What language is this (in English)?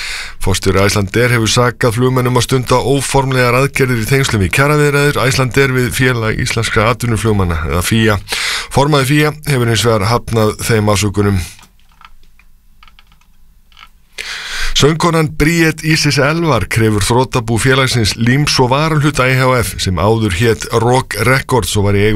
Icelandic